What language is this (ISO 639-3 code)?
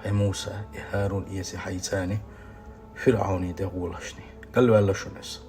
che